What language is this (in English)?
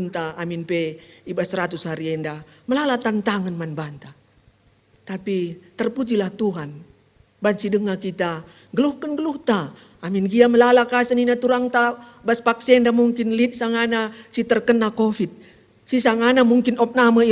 Batak Karo